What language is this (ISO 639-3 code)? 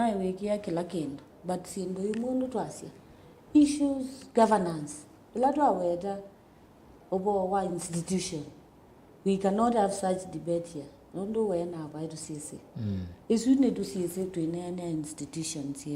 kam